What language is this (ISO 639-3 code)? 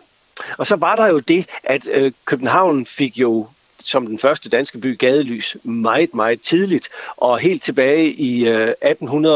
dan